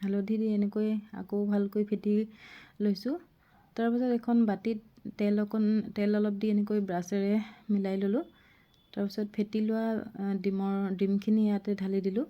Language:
Assamese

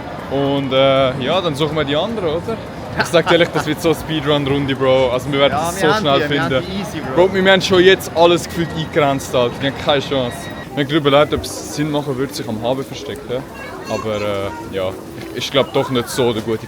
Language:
Swiss German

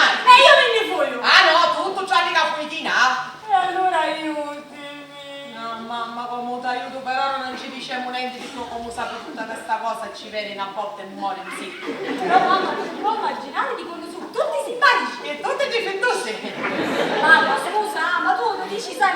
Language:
Sicilian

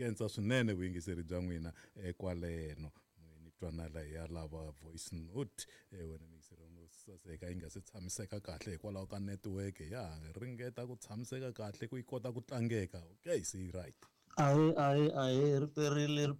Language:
Tsonga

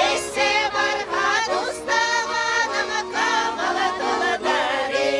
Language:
Chuvash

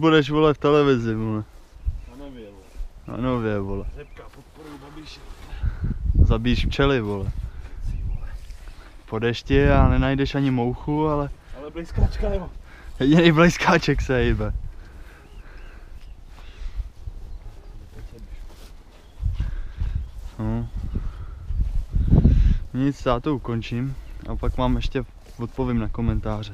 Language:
Czech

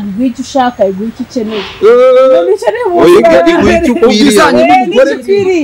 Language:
Kinyarwanda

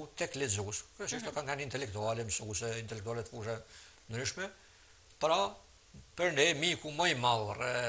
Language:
Albanian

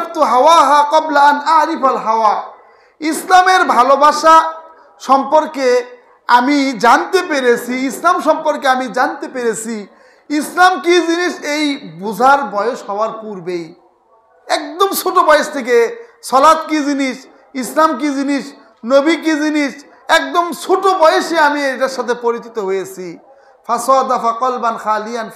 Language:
Bangla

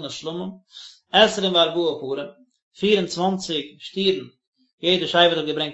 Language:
Yiddish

